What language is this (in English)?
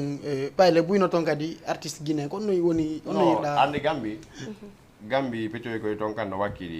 Fula